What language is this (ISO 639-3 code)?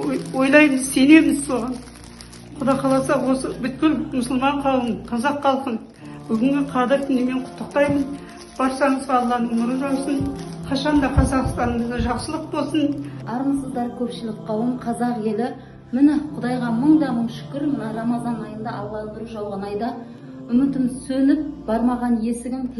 kaz